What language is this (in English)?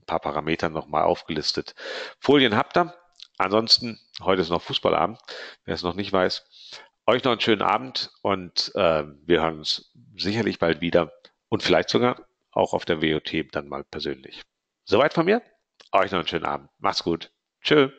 German